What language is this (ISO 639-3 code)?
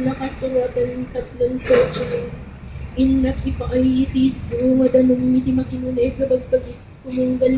ilo